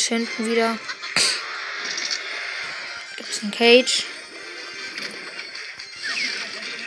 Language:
German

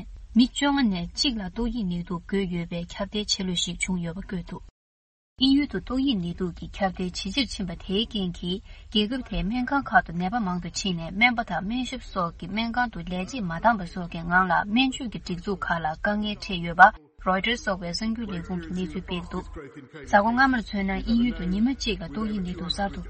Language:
Tibetan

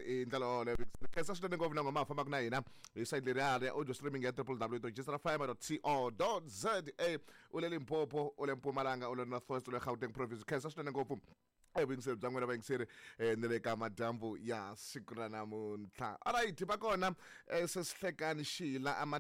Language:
Tsonga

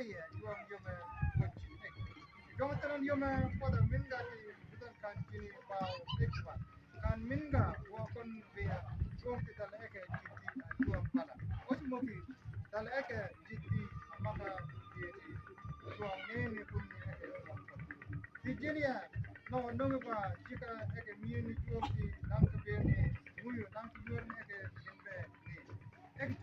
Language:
Mabaan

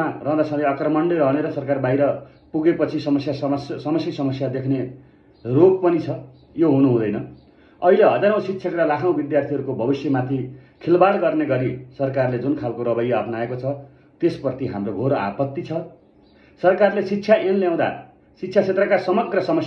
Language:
Nepali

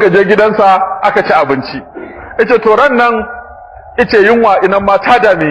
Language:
Hausa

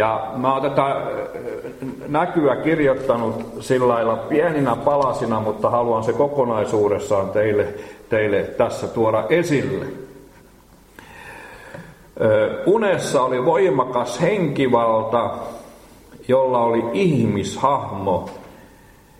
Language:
Finnish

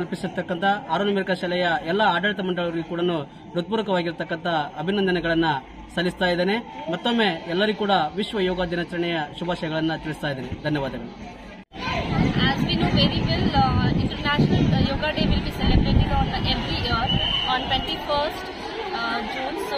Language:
Kannada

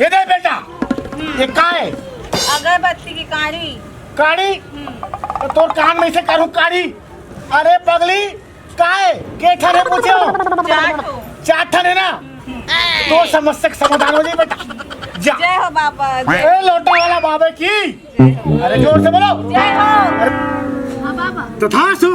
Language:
Chhattisgarhi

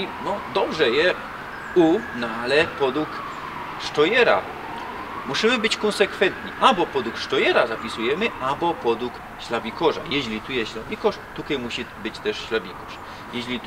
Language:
Silesian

